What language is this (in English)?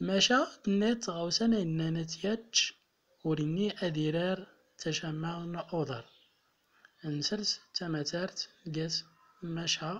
Central Atlas Tamazight